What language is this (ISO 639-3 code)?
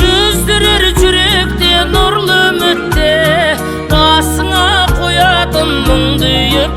kaz